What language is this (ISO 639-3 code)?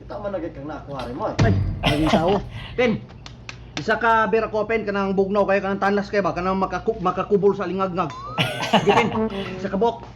ceb